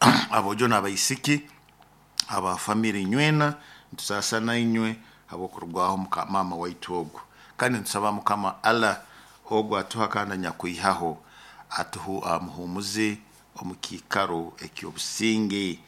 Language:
Nyoro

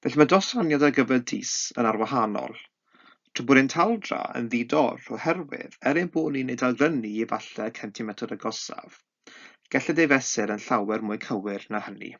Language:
Welsh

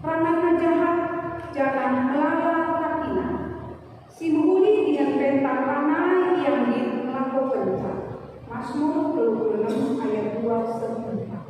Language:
Batak Karo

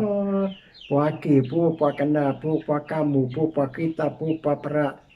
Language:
S'gaw Karen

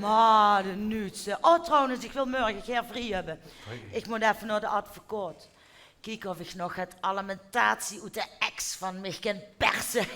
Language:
Limburgish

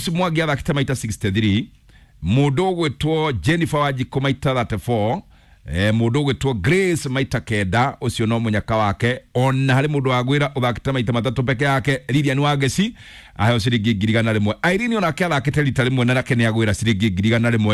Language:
Kikuyu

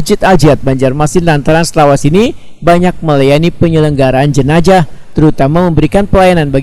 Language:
Banjar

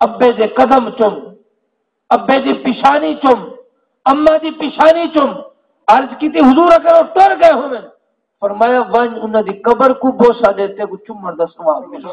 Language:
Saraiki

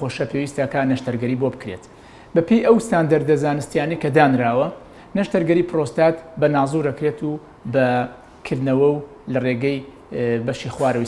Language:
Central Kurdish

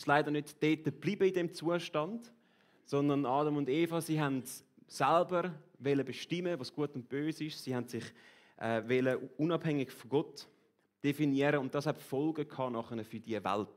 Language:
Swiss German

